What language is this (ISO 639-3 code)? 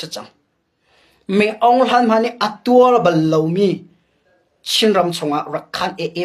cnh